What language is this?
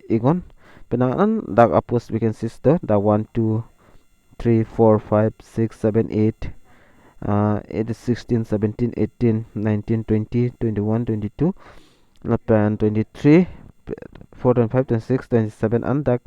Karbi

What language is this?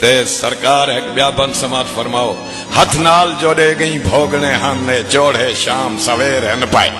Saraiki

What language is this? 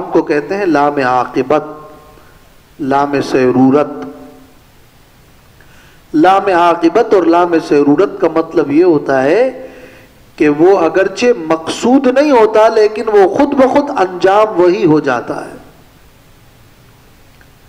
Urdu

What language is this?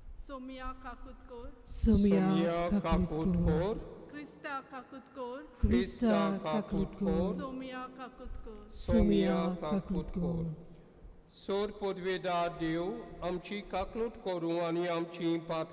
Konkani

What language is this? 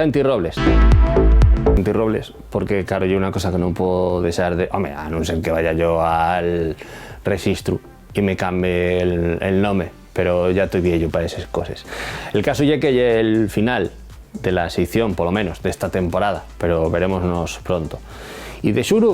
Asturian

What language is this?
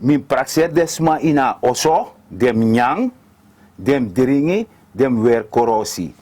Sranan Tongo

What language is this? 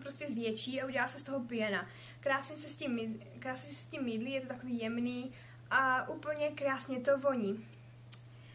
Czech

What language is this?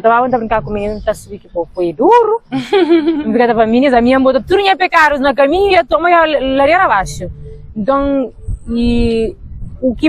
Kabuverdianu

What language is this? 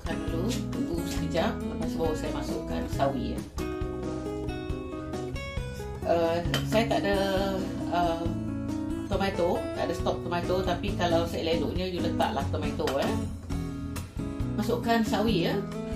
Malay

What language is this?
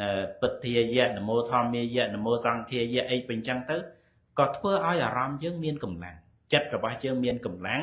Khmer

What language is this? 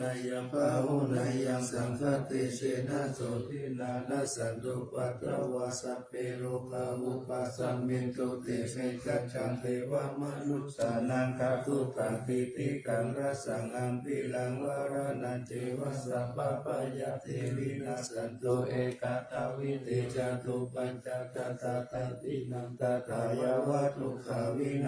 Pali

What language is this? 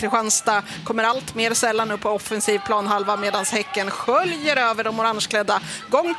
Swedish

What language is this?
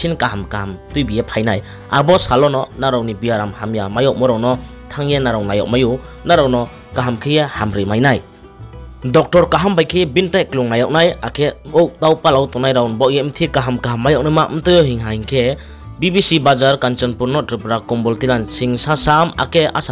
Riang (India)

